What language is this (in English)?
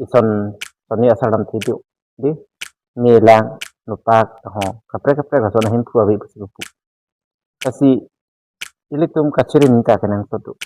Karbi